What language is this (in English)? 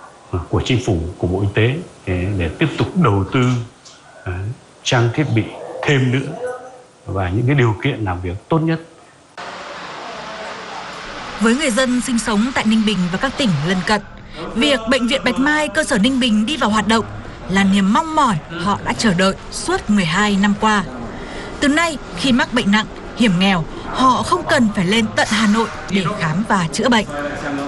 Vietnamese